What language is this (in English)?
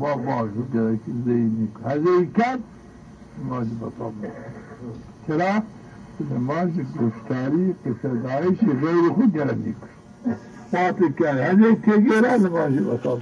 Zaza